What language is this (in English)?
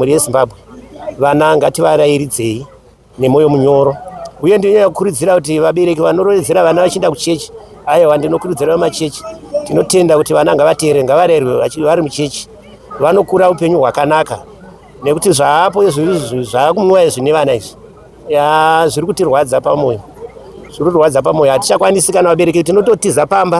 Shona